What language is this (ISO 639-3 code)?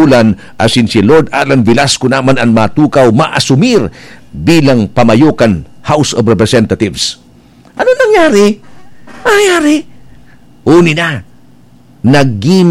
bik